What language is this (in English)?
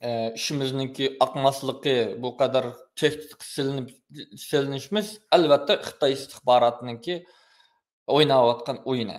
Uyghur